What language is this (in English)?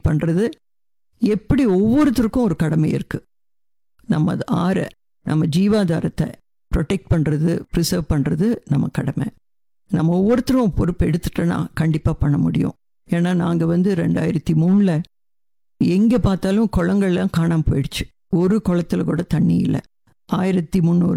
Tamil